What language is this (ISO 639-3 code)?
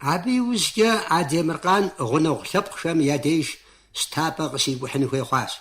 kbd